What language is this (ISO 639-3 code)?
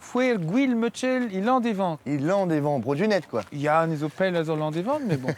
bre